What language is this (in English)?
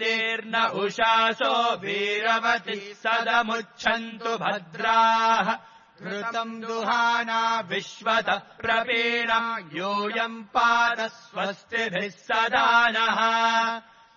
Sanskrit